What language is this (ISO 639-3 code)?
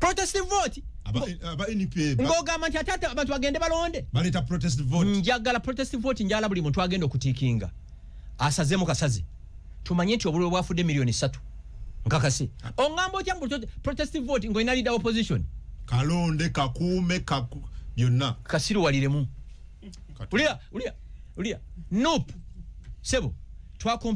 lug